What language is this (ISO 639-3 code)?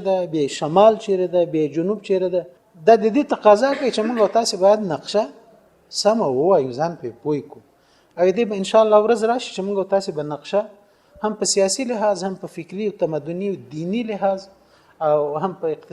pus